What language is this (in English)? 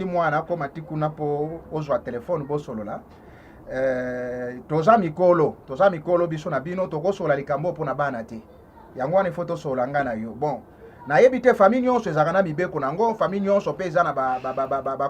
Lingala